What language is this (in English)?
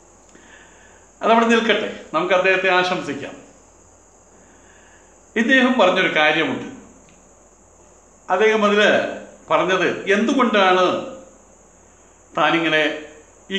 Malayalam